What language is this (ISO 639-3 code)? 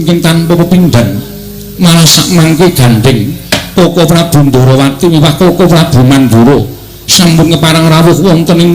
jav